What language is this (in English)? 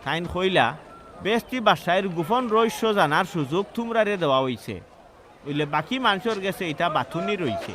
Sylheti